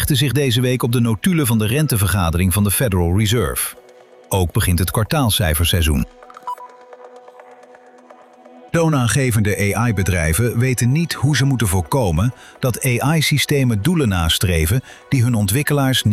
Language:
Dutch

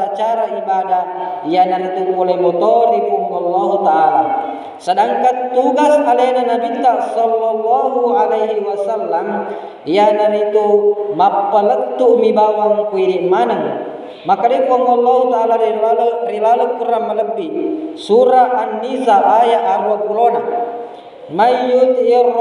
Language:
Buginese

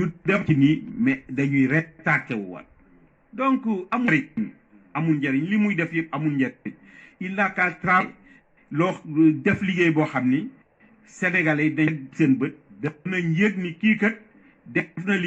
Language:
Wolof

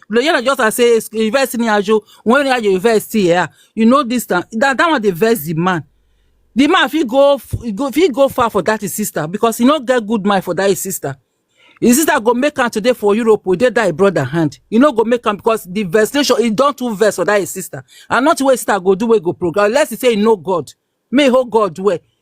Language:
Nigerian Pidgin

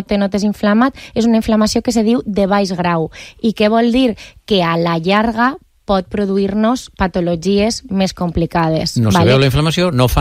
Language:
Catalan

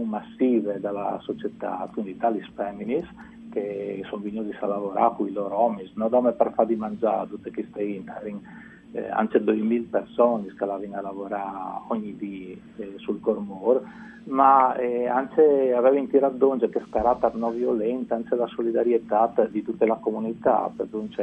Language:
Friulian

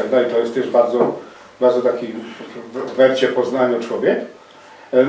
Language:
Silesian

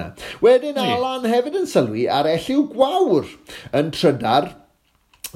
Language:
Welsh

